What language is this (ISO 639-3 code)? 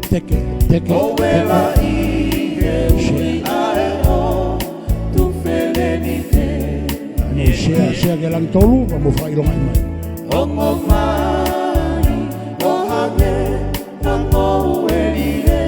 ton